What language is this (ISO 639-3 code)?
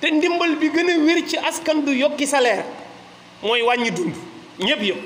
wol